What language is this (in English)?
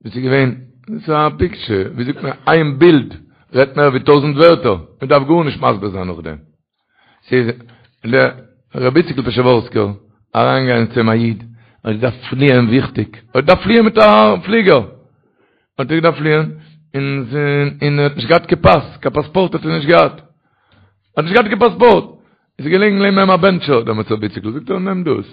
Yiddish